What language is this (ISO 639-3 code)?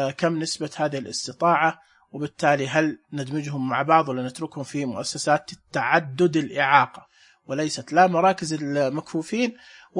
ars